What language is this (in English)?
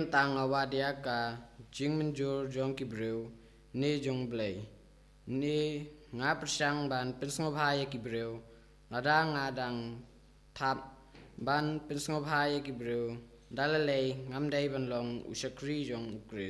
Khasi